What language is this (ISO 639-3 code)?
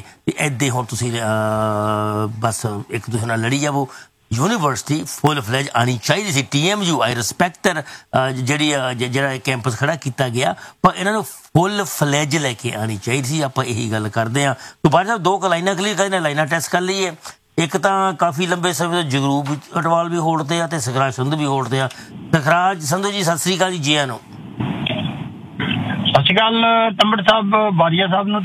pan